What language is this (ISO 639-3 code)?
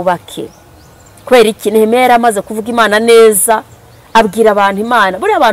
kin